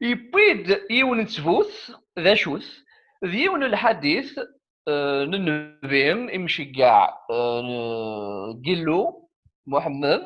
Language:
Kabyle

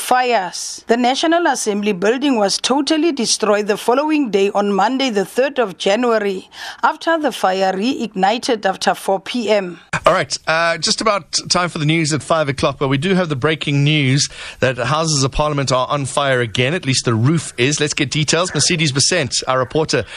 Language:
English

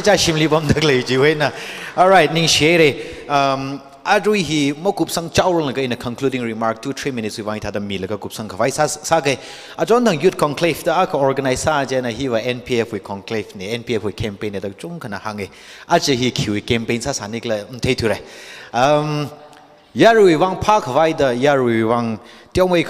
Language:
Tangkhul Naga (India)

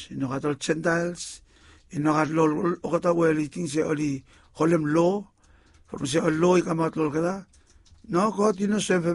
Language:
Bislama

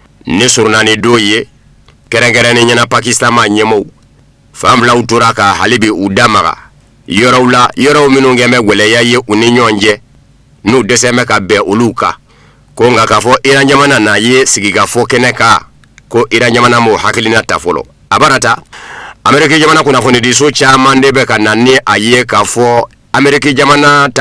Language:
Bambara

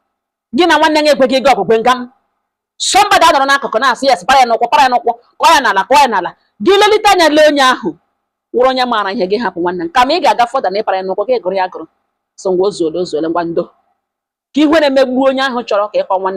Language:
Igbo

